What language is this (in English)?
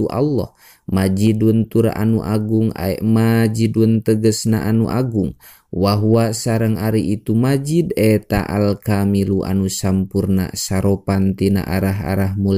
Sundanese